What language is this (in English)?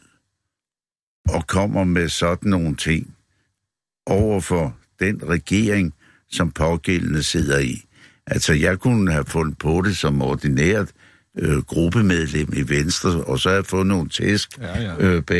Danish